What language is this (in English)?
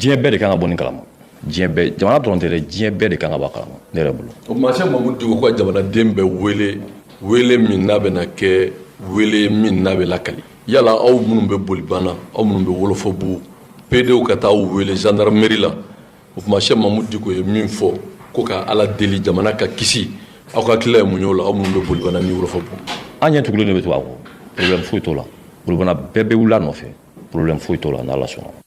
Bambara